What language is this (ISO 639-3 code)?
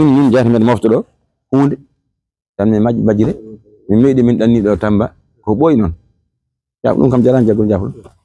ful